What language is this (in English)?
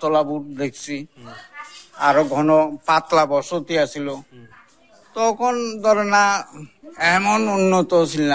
Bangla